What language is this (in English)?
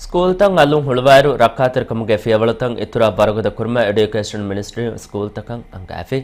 Divehi